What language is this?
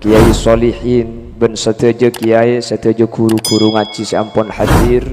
Madurese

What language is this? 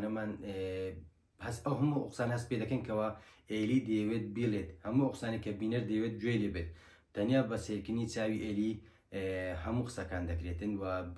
Central Kurdish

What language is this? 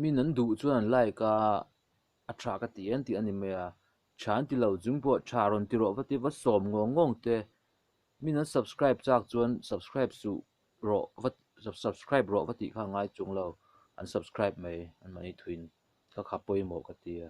Mizo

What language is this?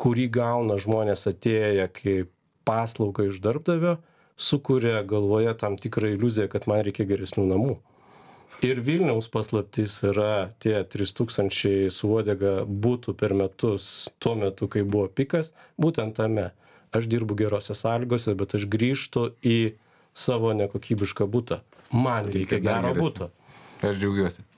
Lithuanian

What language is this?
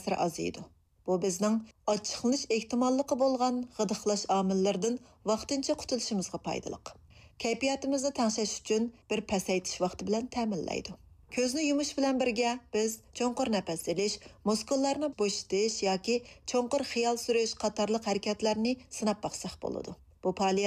Uyghur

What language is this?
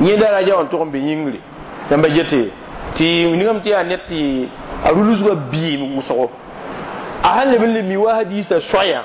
Mossi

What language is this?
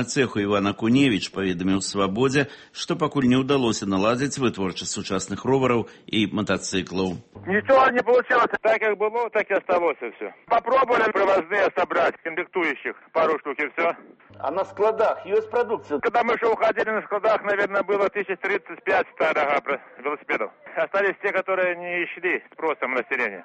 Belarusian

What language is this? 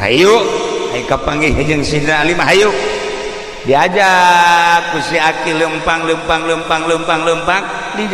Sundanese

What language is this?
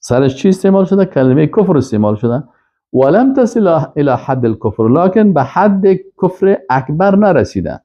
Persian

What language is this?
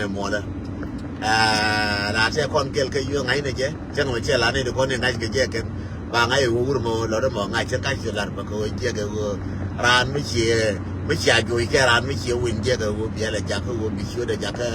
Nuer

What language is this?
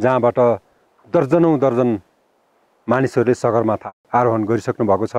Nepali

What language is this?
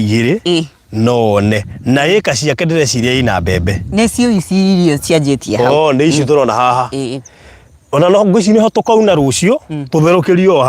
Kikuyu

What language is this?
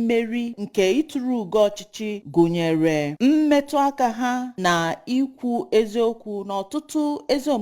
Igbo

